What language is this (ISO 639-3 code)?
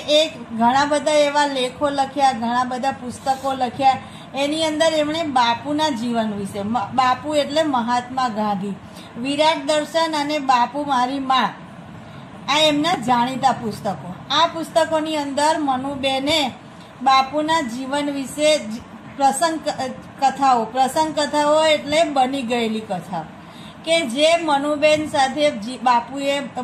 guj